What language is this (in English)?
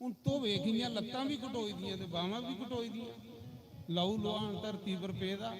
Dogri